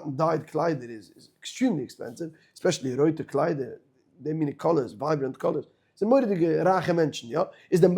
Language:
Yiddish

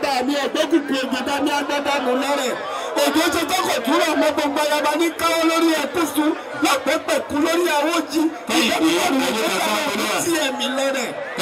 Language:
Yoruba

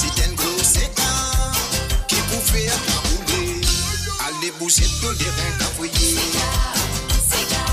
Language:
Morisyen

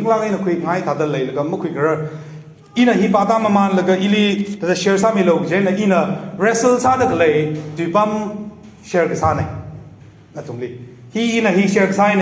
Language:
Tangkhul Naga (India)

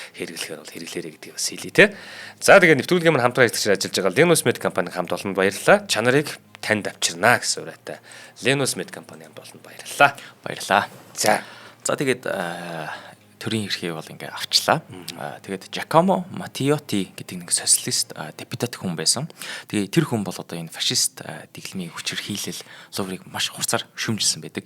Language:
Mongolian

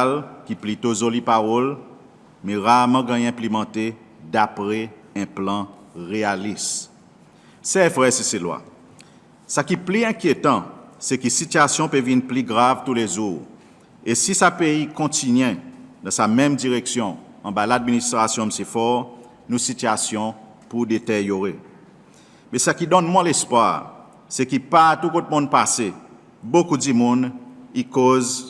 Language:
Seselwa Creole French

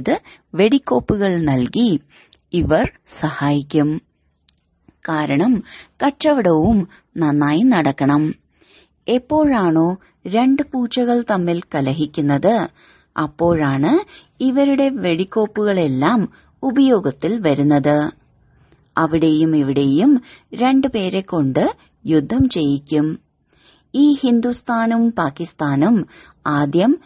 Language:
Malayalam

